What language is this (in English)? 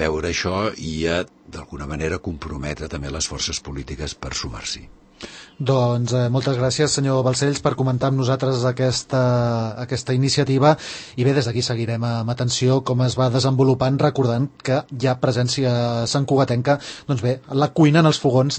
Catalan